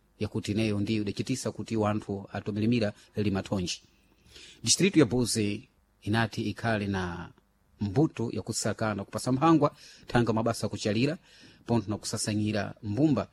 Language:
Sena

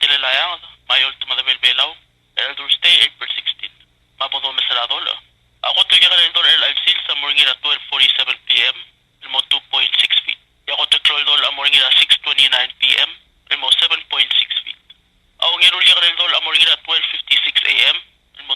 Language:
Palauan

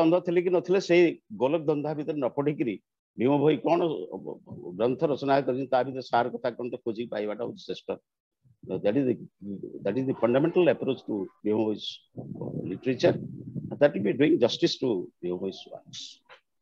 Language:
Odia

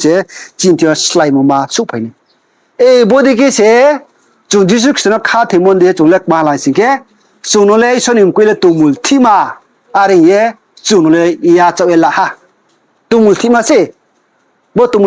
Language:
Riang (India)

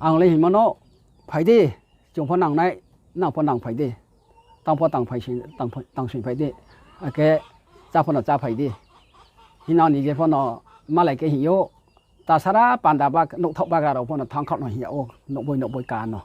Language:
Riang (India)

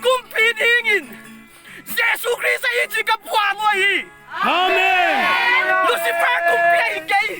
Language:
Paite Chin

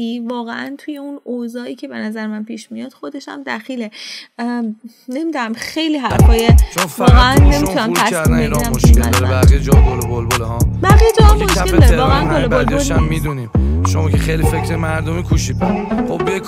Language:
Persian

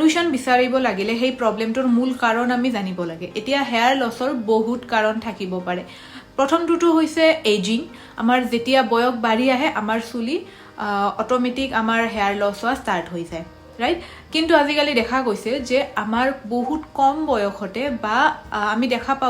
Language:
Assamese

